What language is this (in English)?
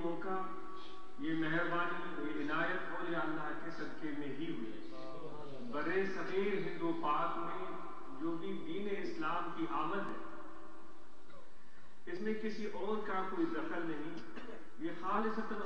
Urdu